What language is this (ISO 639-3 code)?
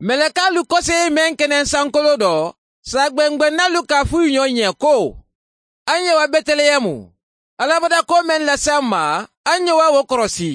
man